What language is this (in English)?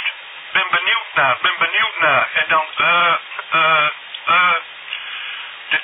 Dutch